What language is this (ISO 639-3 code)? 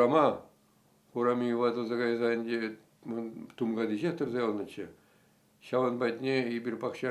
chv